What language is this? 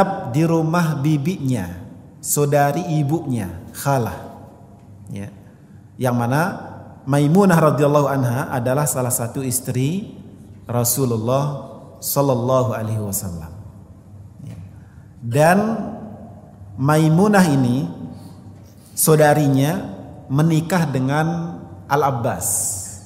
Indonesian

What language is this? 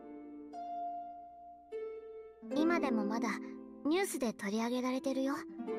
Japanese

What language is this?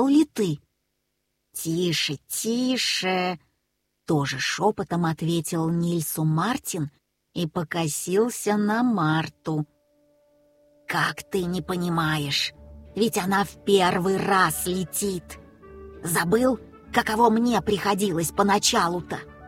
Russian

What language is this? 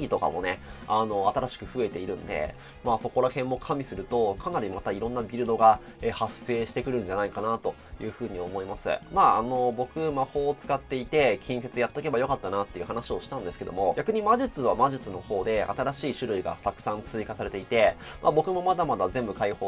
Japanese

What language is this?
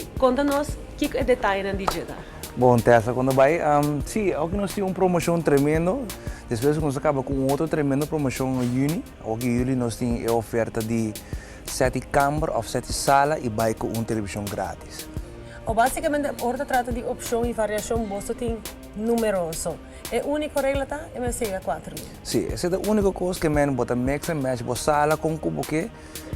Papiamento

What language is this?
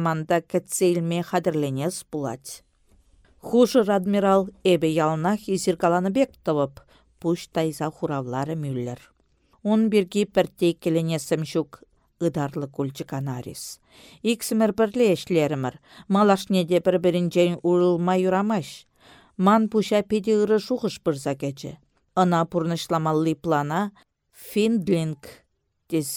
Chuvash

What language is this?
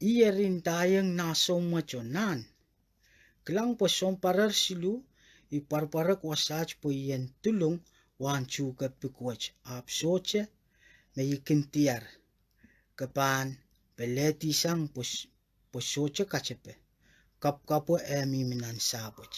Pohnpeian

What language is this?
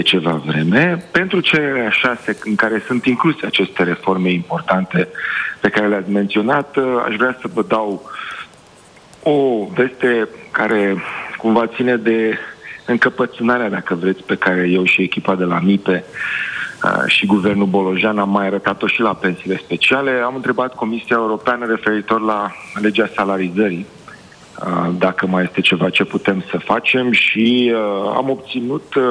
Romanian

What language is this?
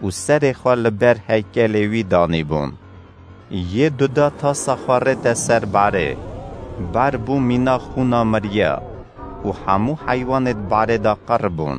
Kurdish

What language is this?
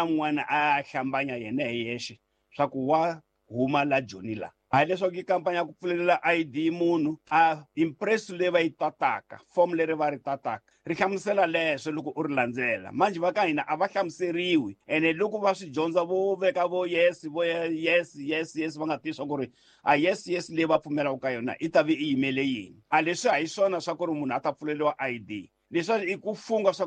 Tsonga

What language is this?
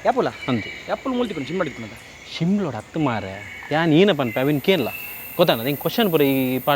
Tulu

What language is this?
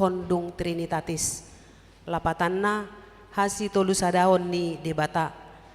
Batak Toba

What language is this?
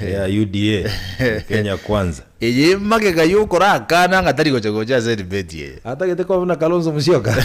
Gusii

